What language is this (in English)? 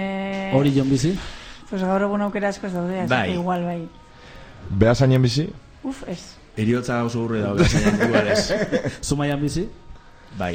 Basque